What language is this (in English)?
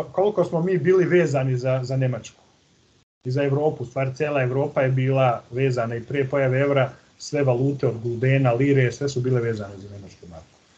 Serbian